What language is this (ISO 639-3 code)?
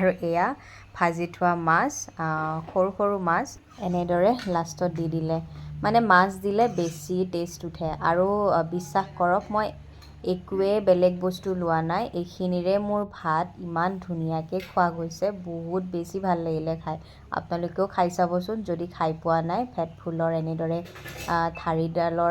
asm